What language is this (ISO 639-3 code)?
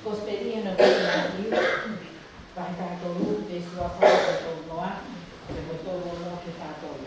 ton